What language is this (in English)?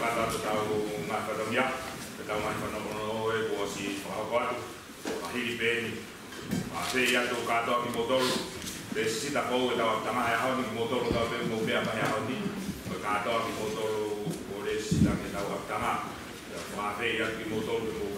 Tongan